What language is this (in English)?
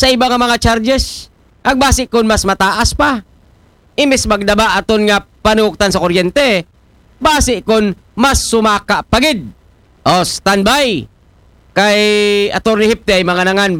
Aklanon